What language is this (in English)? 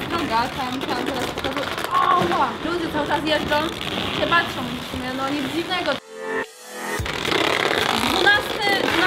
Polish